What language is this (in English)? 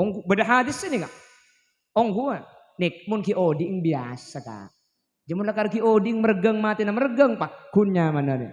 Madurese